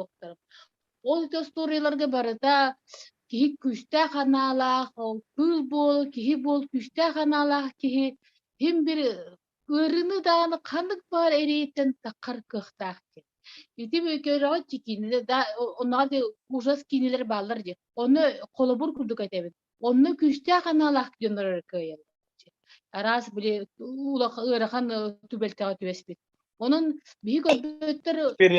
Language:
Yakut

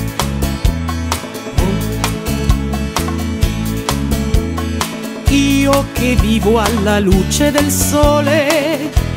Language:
Italian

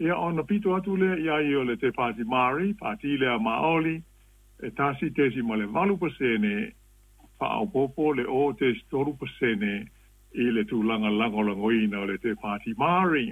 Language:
Samoan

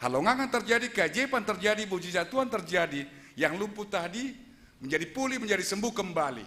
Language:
Batak Simalungun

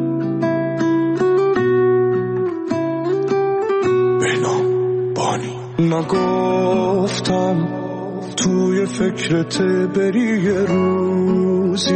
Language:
Persian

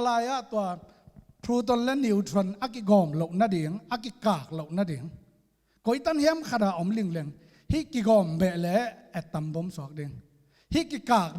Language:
Tedim Chin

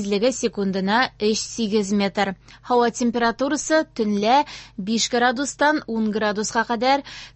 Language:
Tatar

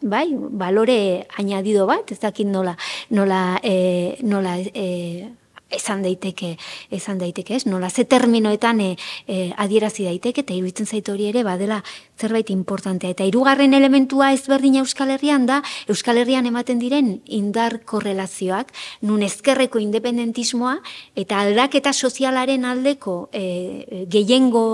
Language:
Basque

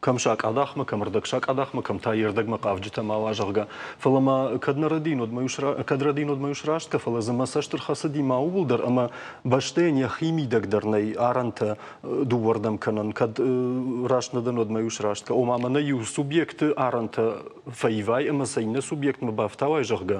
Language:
Ossetic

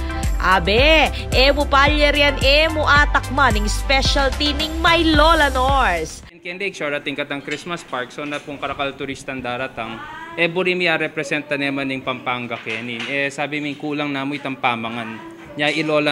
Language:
Pampanga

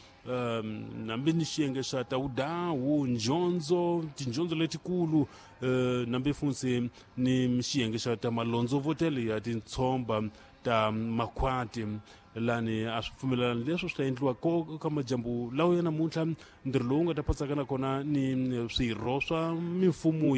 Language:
Tsonga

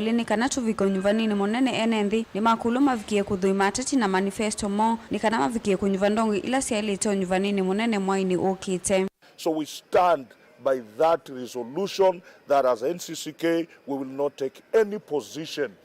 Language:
Kamba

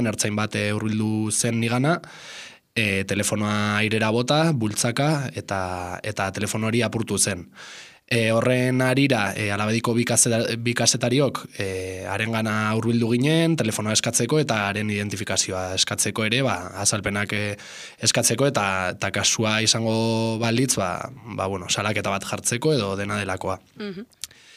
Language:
Basque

